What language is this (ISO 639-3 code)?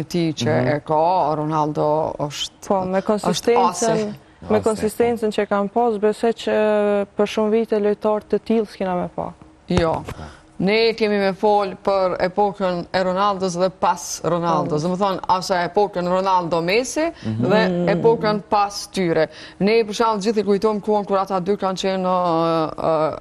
sqi